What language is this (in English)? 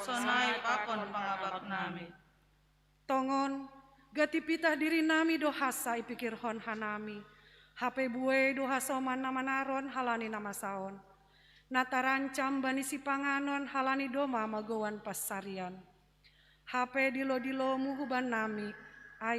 Batak Simalungun